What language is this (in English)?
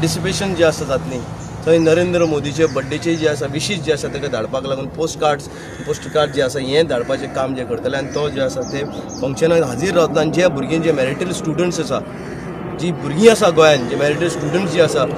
Konkani